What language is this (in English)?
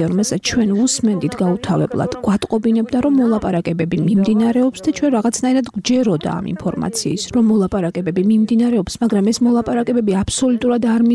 Georgian